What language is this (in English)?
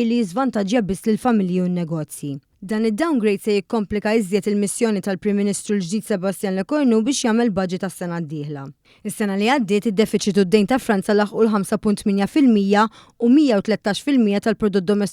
Maltese